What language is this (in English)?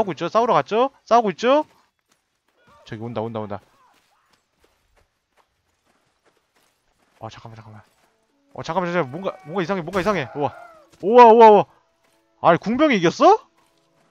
Korean